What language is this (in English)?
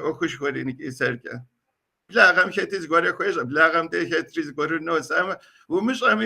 Kabardian